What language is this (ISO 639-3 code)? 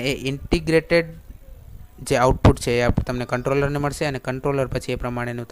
guj